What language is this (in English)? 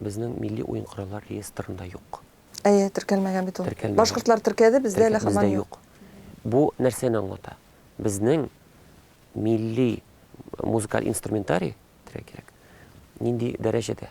Tatar